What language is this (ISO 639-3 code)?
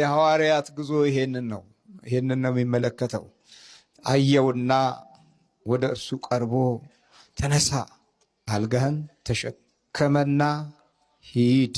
amh